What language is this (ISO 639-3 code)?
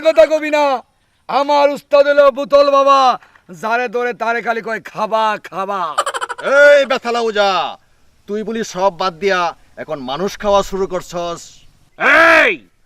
syl